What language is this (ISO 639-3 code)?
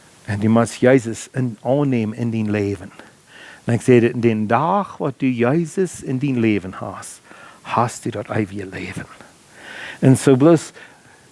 pdt